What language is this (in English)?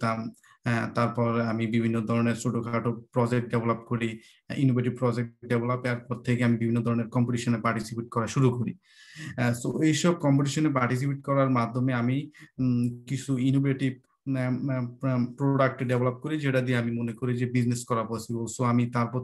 Bangla